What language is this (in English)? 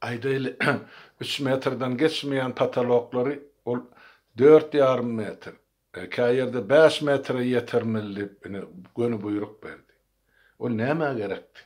Turkmen